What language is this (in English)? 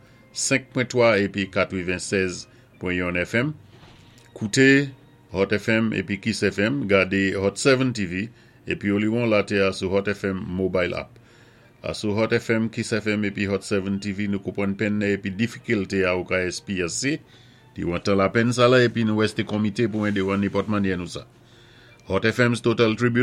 Saint Lucian Creole French